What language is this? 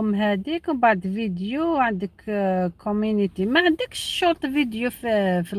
Algerian Arabic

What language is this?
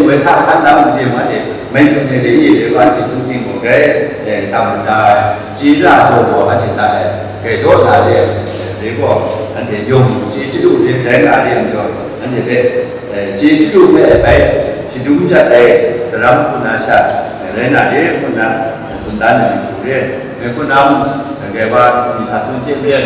Kachin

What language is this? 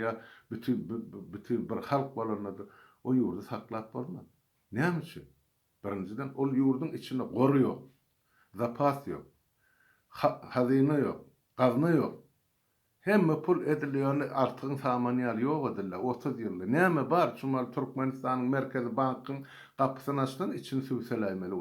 Turkmen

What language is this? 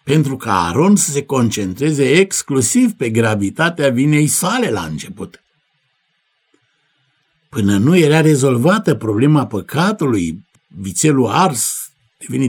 Romanian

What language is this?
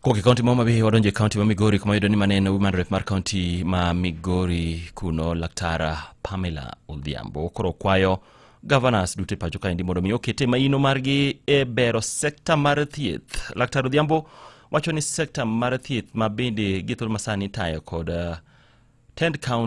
Luo (Kenya and Tanzania)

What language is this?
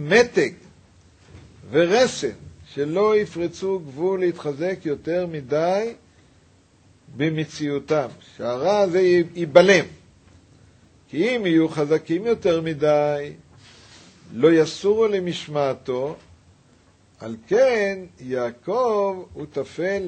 Hebrew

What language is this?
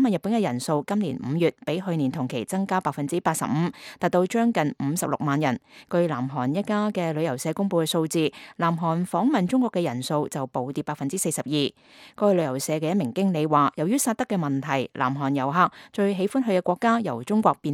Cantonese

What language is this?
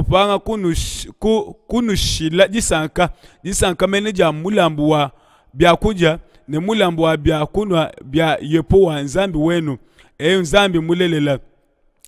Luba-Lulua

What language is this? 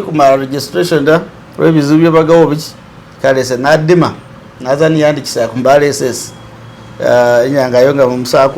Masaaba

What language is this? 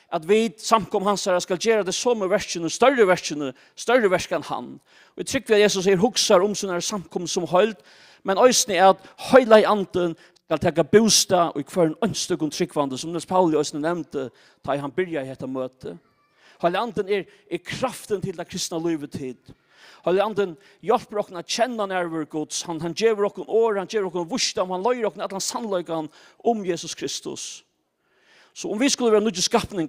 Faroese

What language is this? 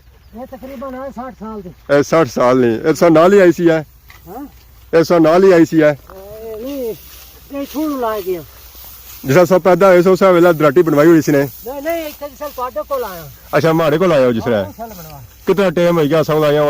Pahari-Potwari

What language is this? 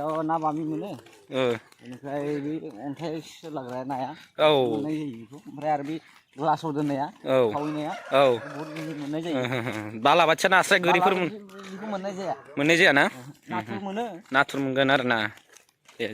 Bodo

